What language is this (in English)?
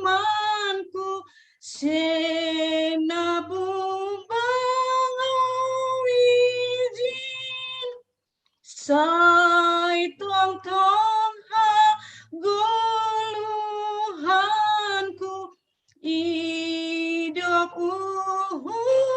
Batak Simalungun